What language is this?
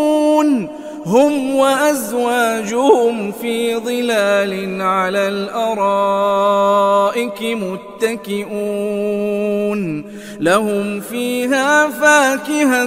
Arabic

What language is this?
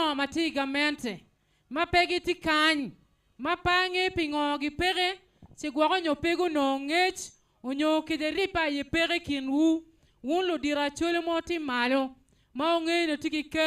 Acoli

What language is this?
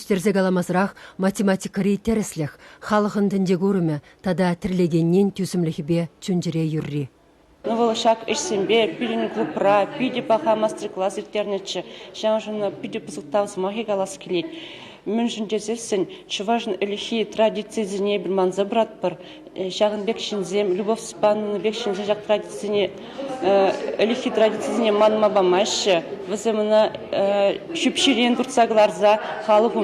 Chuvash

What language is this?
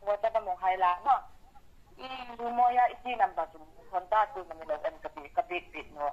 Hmar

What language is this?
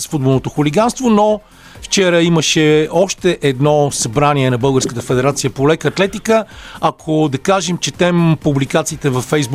Bulgarian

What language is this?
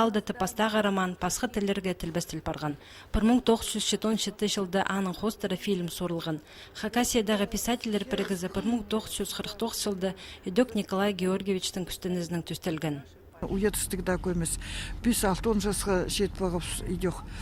Khakas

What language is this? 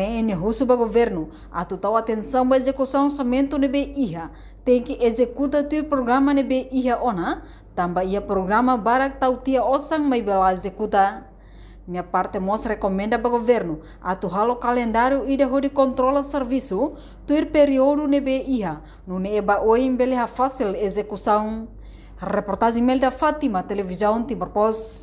Tetum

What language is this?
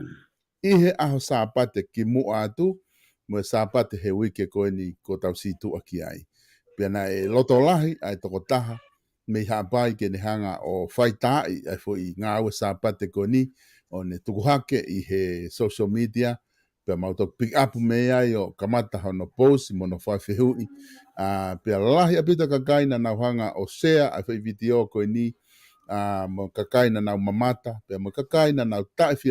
Tongan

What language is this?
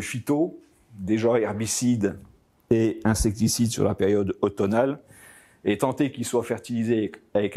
French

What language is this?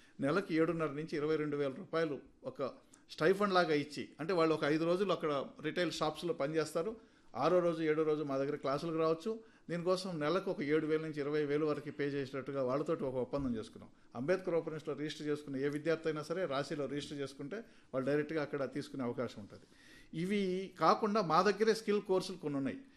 Telugu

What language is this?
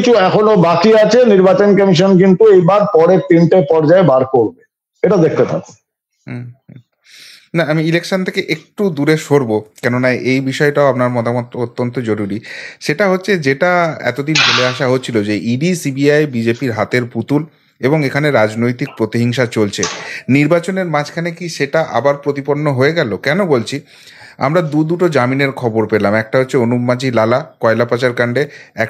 Bangla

